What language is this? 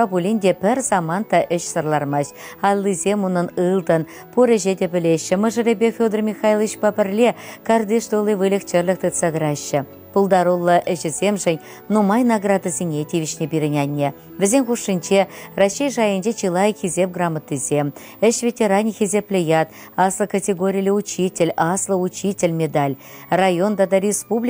Chuvash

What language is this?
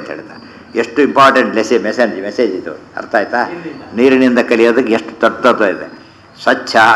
Kannada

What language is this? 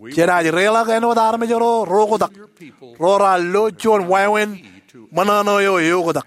Marshallese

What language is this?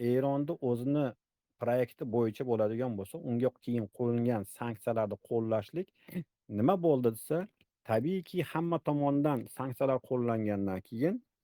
Uzbek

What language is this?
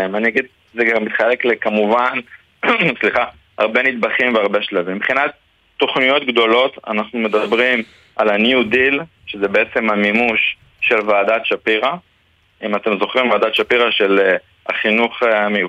Hebrew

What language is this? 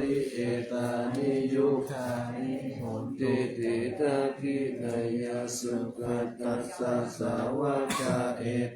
Pali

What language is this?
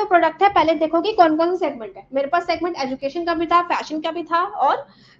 Hindi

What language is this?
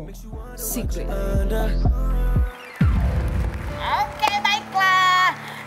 Indonesian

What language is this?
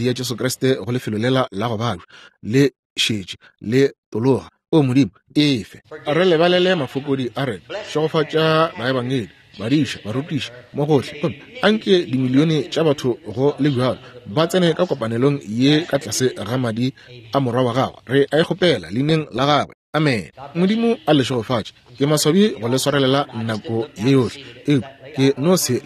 Northern Sotho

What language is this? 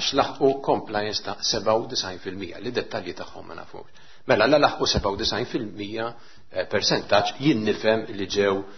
Maltese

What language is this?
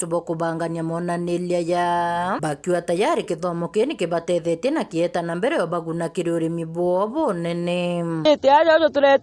Meru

